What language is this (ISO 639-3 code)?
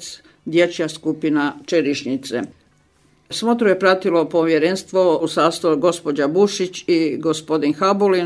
hrv